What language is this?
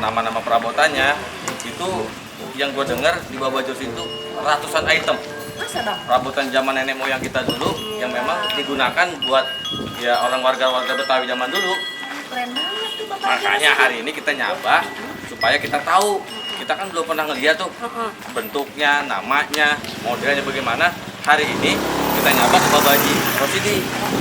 Betawi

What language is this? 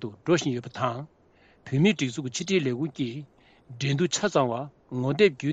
Tibetan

